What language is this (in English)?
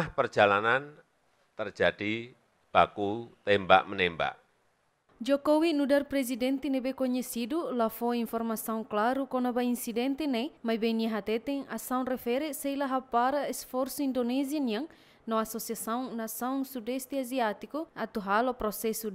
Tetum